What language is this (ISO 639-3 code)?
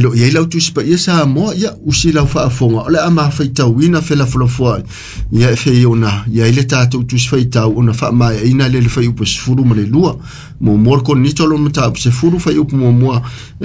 smo